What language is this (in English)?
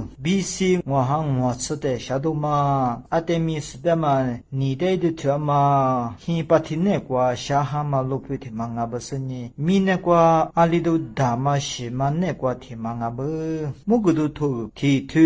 Lisu